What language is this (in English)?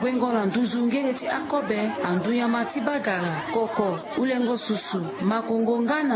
Sango